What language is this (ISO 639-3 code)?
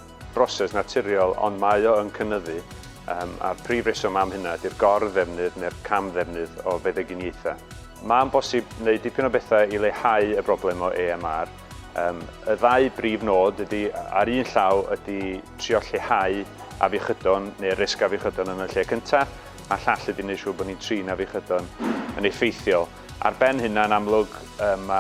cym